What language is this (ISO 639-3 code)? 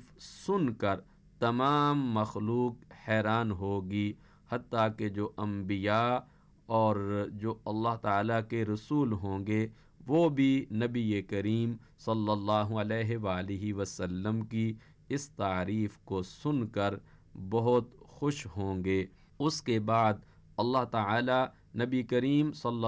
urd